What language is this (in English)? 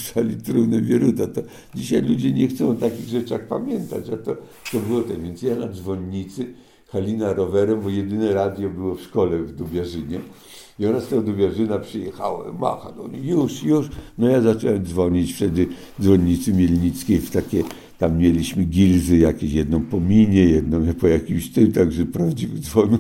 Polish